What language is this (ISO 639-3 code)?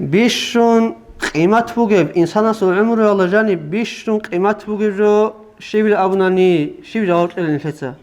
ava